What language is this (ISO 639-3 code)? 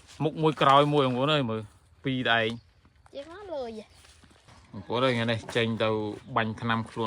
khm